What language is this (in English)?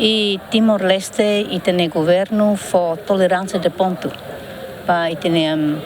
Tetum